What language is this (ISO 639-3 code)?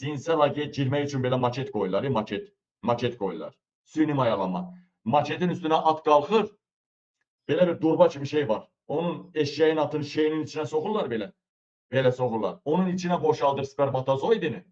aze